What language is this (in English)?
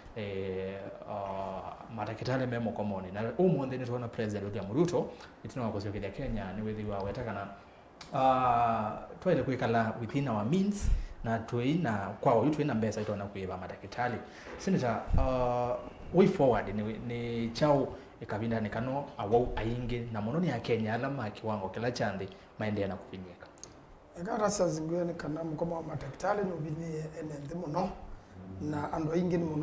Kamba